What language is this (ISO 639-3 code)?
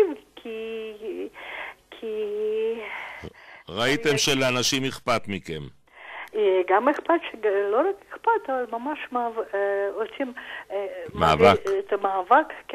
heb